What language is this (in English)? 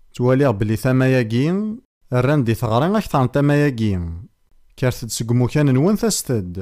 Kabyle